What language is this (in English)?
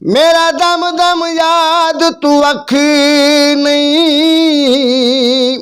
Saraiki